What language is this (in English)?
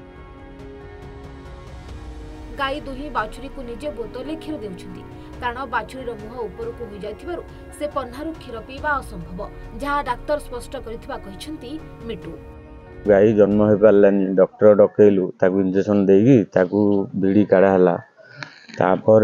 Odia